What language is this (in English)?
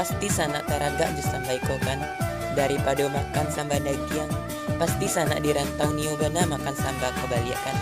Minangkabau